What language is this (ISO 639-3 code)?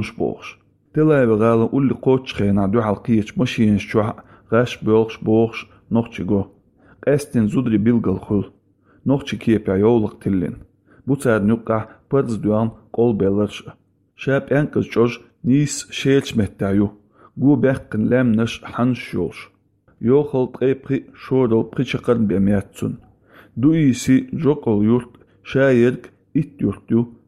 che